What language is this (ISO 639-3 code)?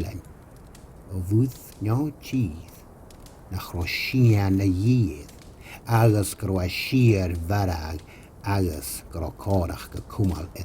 gla